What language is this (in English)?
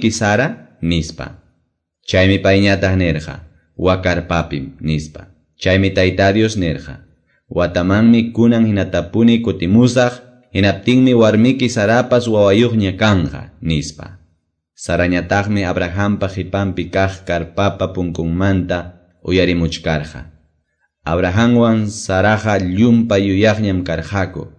Quechua